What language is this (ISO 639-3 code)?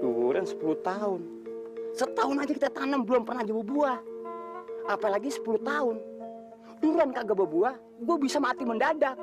bew